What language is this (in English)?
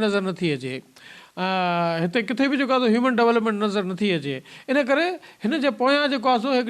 Sindhi